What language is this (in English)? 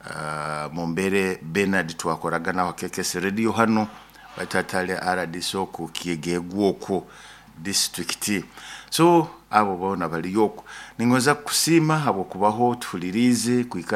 Nyoro